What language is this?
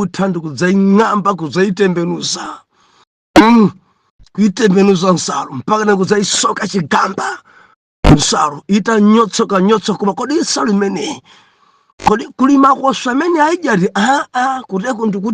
Nyanja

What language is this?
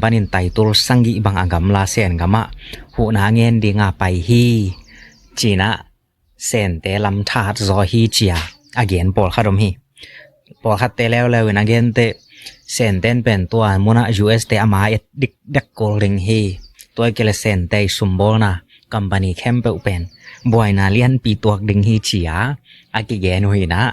Tedim Chin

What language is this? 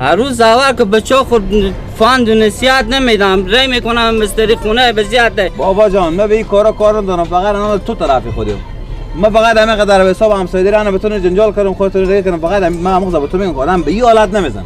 Persian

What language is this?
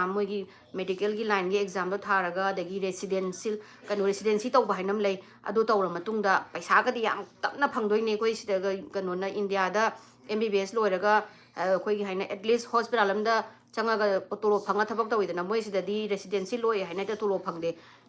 Manipuri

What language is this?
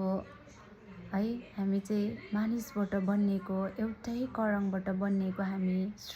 Nepali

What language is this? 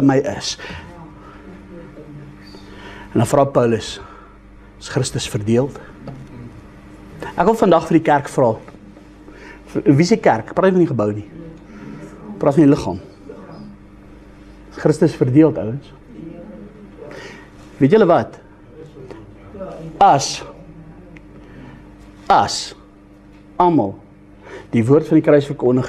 Afrikaans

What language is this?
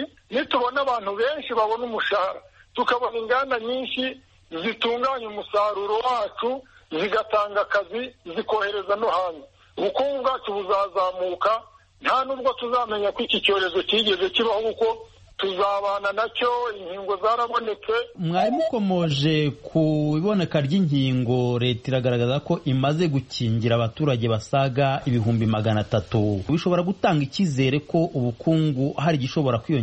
Kinyarwanda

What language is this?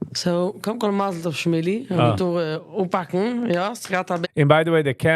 Yiddish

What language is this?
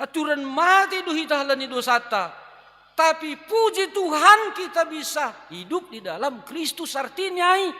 Batak Simalungun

